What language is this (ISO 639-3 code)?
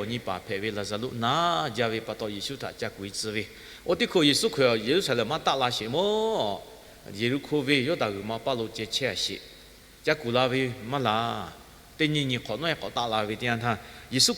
lhu